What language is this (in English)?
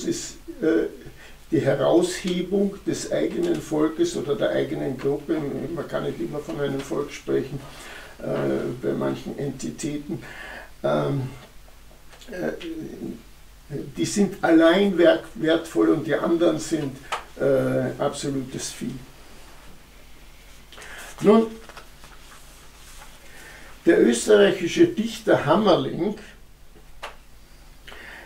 German